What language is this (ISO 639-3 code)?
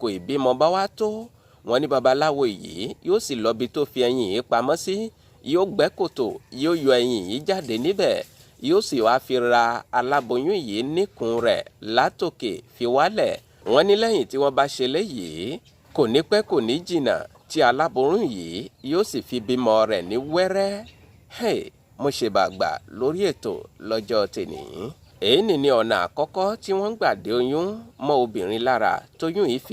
yor